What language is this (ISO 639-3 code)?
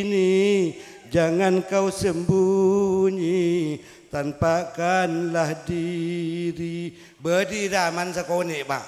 mad